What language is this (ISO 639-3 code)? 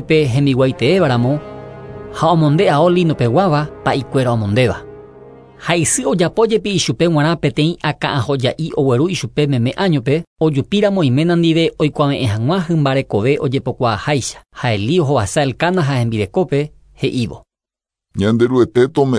grn